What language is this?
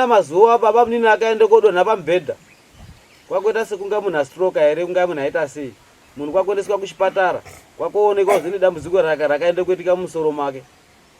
Shona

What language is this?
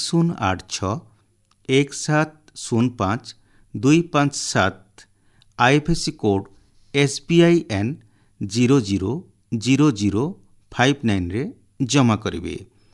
Odia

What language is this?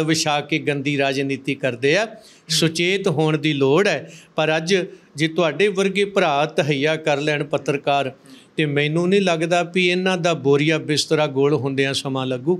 Punjabi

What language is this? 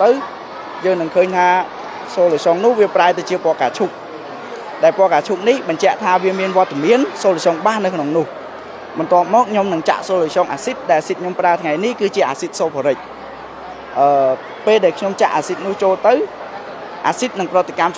Khmer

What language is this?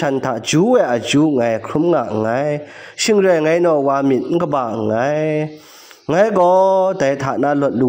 Kachin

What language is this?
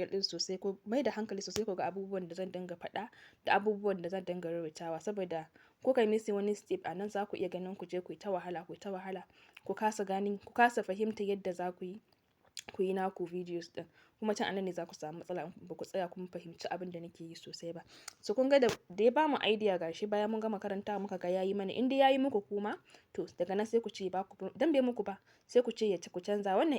Hausa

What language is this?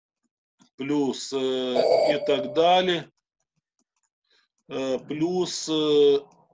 Ukrainian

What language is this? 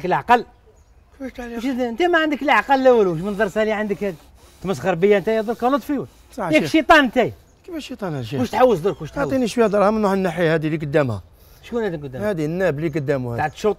Algerian Arabic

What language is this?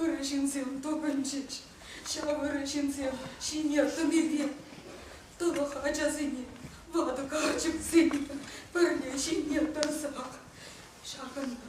Chuvash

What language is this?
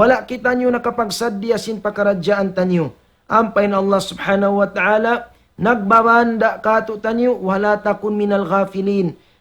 Tausug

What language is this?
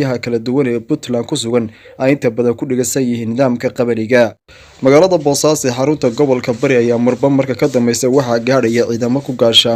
Somali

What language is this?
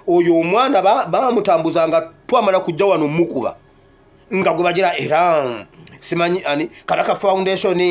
Ganda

